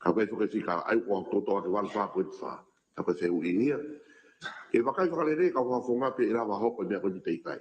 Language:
Tongan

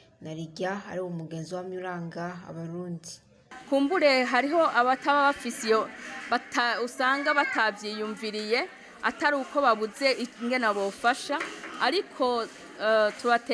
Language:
Rundi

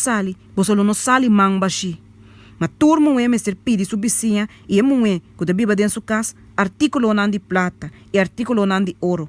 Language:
Papiamento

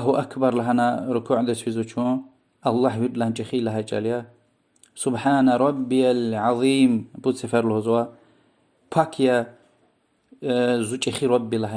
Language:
Lezghian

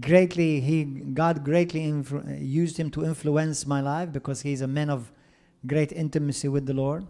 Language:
English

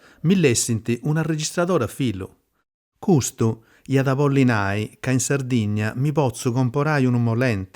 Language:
Sardinian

